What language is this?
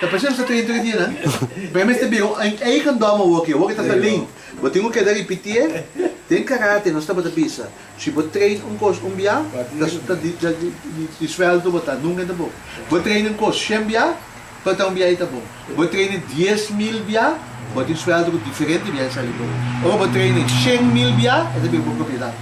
Papiamento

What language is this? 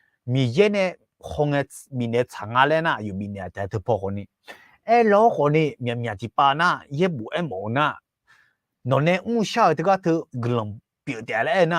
Akha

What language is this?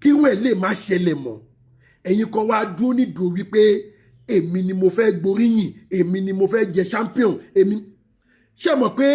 Yoruba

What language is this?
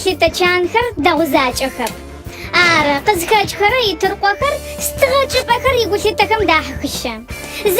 Adyghe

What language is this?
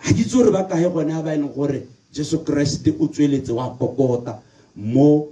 Tswana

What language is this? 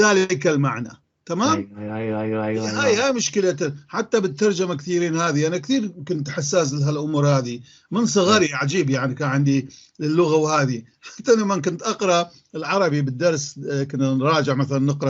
North Levantine Arabic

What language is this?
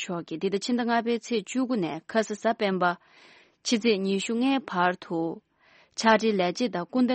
Tibetan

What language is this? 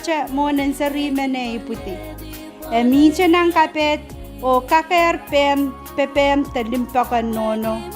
Pohnpeian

